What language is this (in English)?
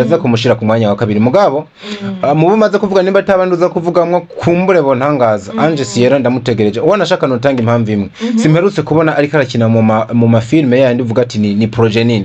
Rundi